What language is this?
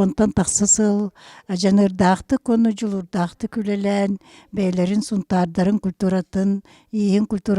Yakut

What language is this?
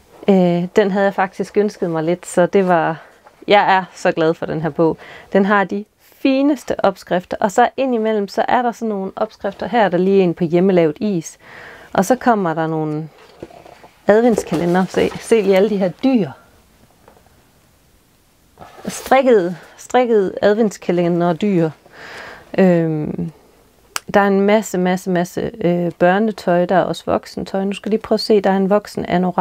Danish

